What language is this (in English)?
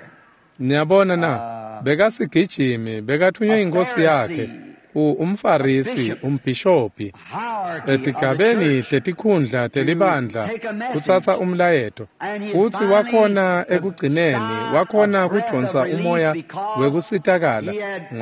Swati